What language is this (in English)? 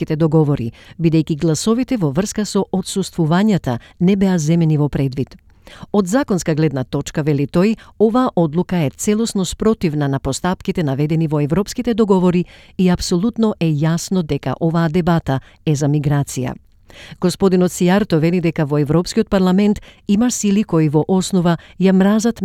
Macedonian